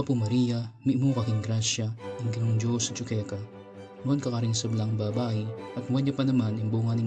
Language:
Pampanga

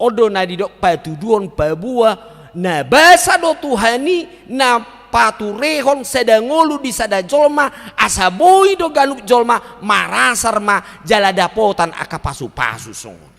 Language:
Batak Toba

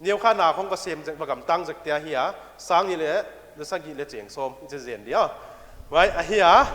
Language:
Paite Chin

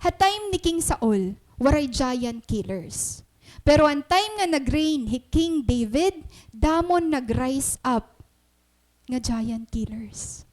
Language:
Waray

